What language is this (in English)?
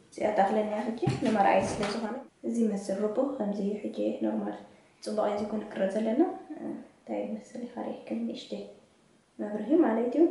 Tigrinya